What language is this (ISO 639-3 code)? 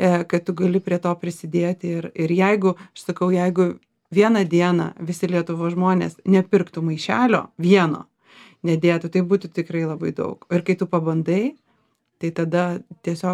lit